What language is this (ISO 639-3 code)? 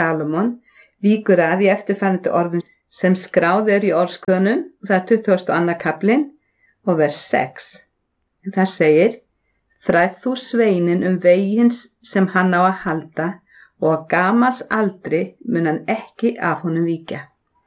isl